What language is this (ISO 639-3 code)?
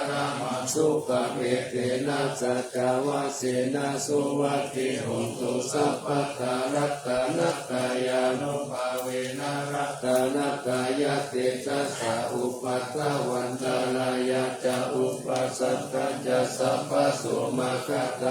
pli